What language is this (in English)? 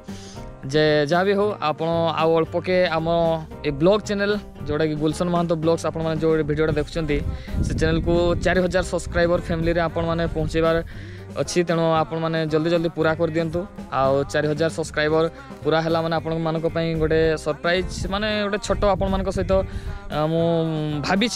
Odia